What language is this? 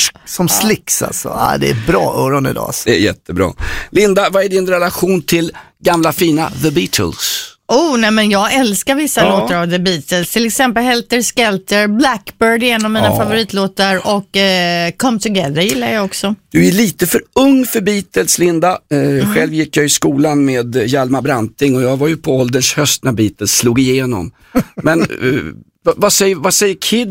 Swedish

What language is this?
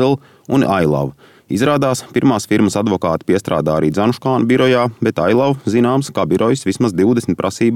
Latvian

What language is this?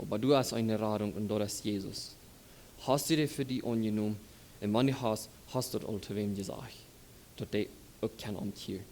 Plautdietsch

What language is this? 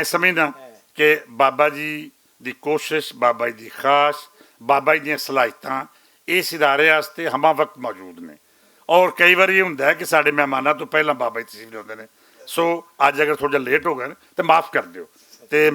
Western Panjabi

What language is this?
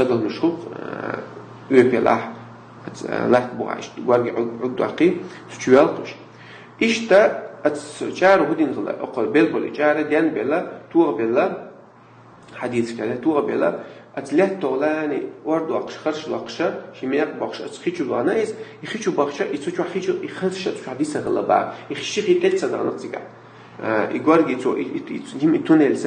Chechen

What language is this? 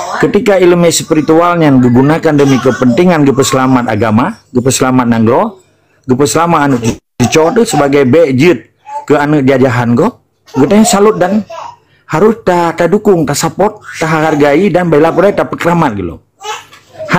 Achinese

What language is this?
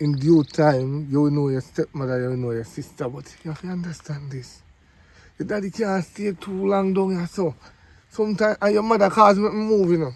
Jamaican Creole English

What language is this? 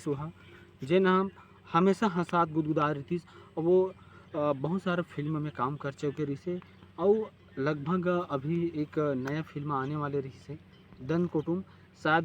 Chhattisgarhi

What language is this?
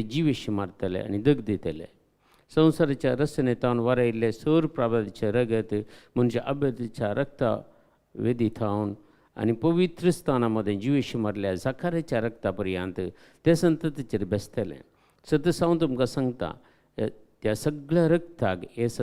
Konkani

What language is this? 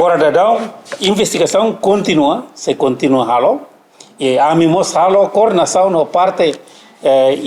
Tetum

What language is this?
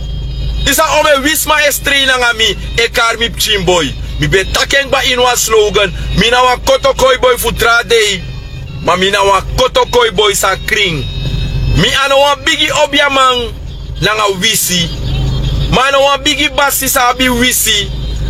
Sranan Tongo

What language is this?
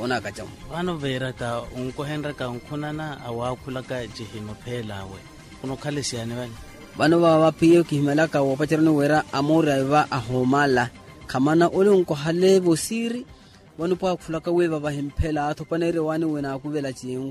Makhuwa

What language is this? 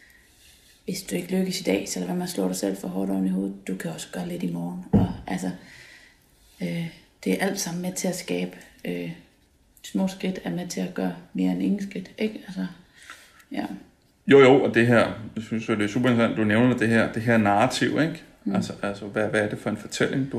Danish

